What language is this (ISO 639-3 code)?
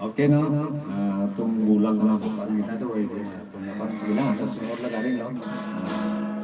hil